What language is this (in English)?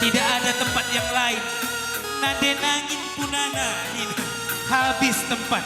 Batak Karo